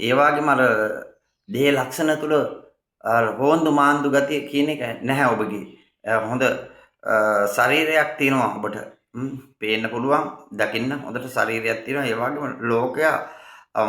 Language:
Sinhala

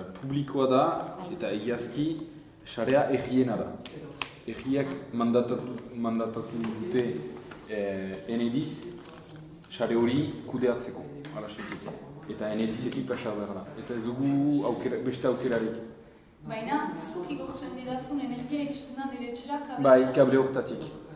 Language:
Basque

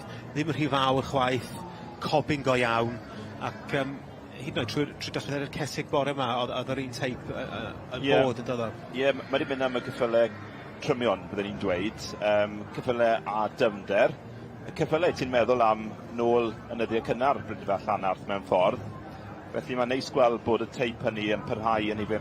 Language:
Welsh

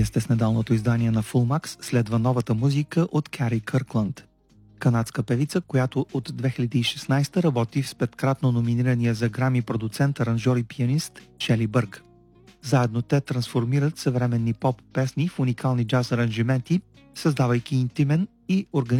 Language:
Bulgarian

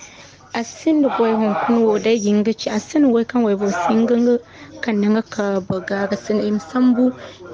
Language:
Zarma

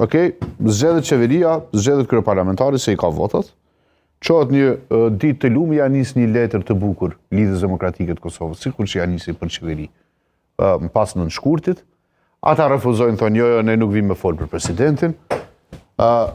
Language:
Albanian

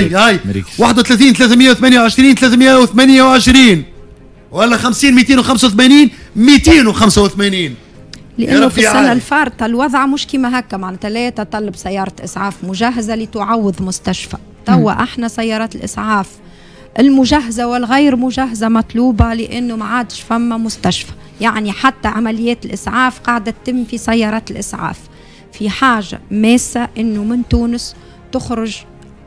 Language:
Tunisian Arabic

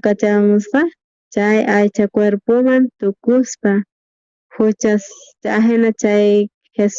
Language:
South Bolivian Quechua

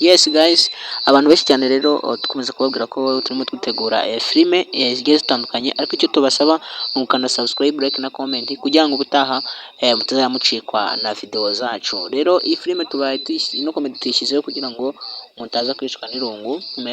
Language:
Kinyarwanda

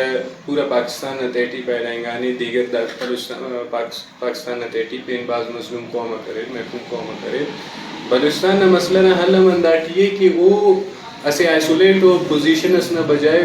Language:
Brahui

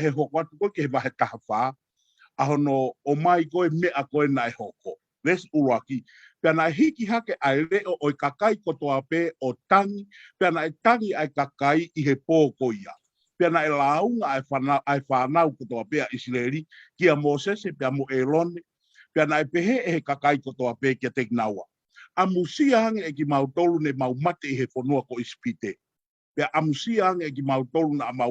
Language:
Tongan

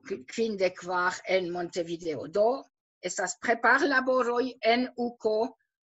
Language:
Esperanto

